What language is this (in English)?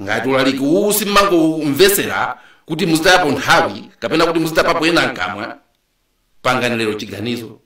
Nyanja